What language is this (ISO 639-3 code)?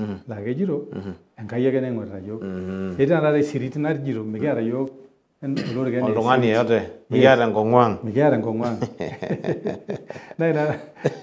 mas